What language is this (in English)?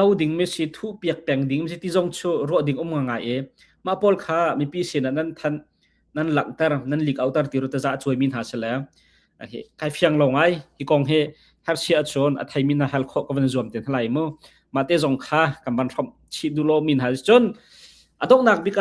Hakha Chin